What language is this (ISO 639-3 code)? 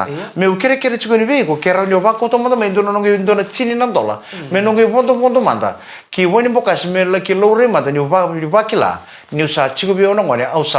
fij